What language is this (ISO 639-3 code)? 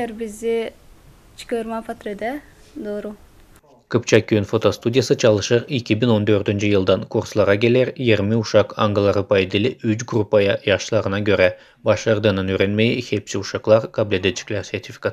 gag